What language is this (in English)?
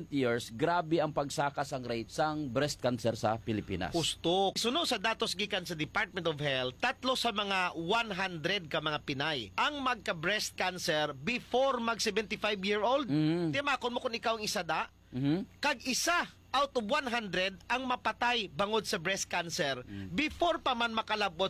Hiligaynon